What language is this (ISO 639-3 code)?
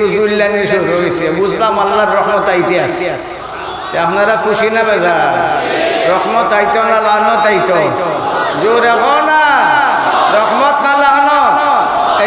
syl